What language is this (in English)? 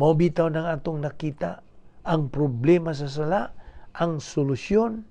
Cebuano